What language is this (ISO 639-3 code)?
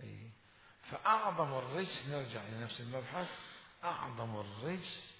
acm